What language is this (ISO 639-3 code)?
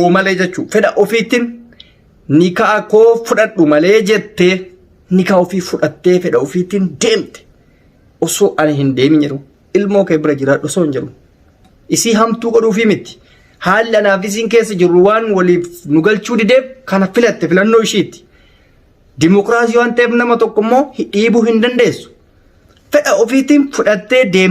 orm